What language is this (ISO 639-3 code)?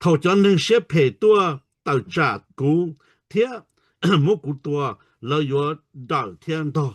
hmn